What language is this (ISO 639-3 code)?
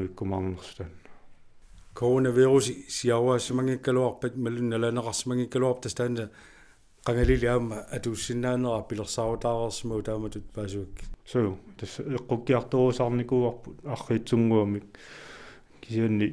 kal